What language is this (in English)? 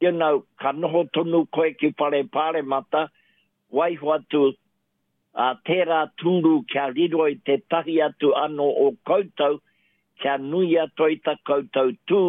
Māori